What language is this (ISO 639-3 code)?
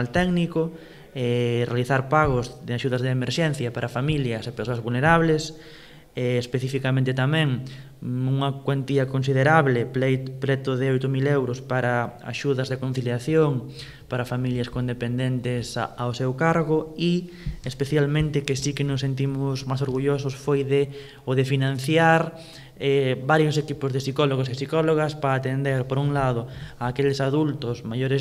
glg